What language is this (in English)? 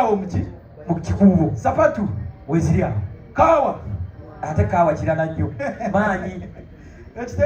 Ganda